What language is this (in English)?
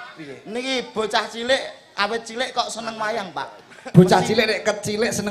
Javanese